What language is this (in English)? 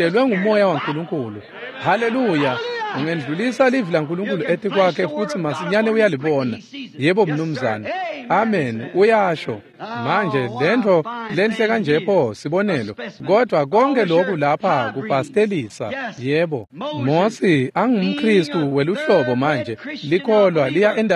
Swati